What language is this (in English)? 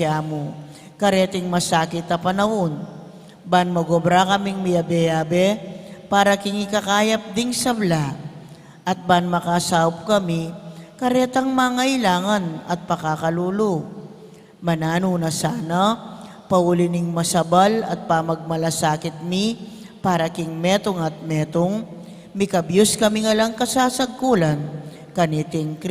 Pampanga